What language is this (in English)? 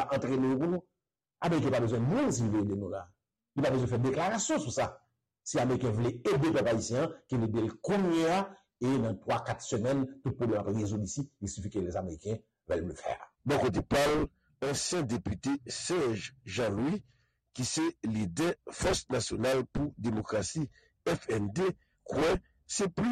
Haitian Creole